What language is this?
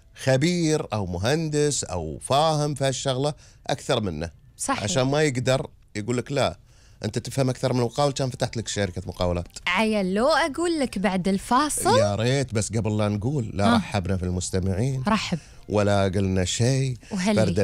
Gulf Arabic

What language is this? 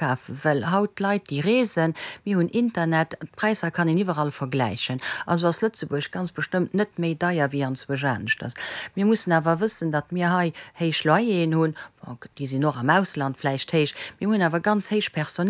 Luxembourgish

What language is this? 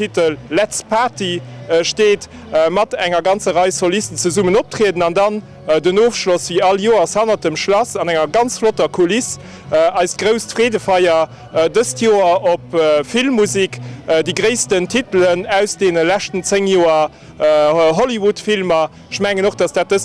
Luxembourgish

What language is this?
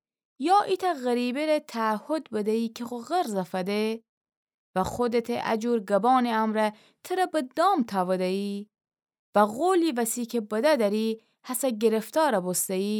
Gilaki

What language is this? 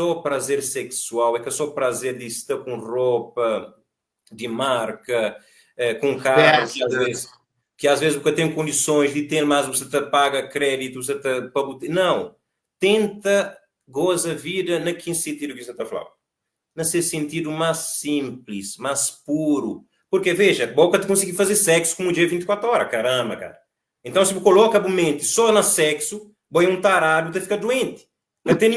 Kabuverdianu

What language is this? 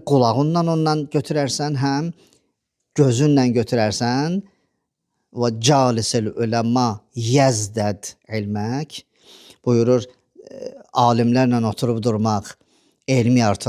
Azerbaijani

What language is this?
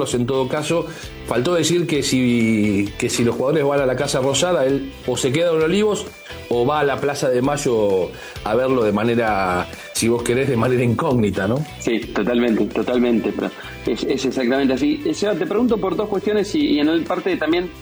Spanish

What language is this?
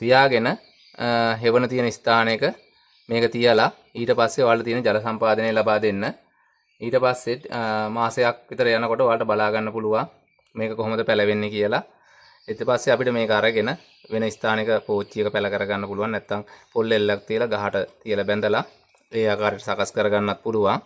Sinhala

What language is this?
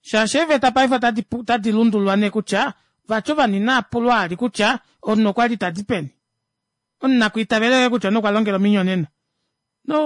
Kuanyama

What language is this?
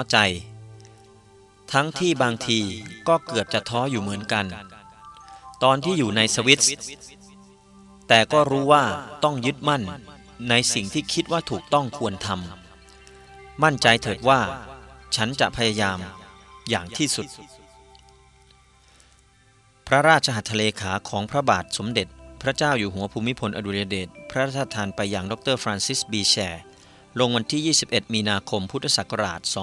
Thai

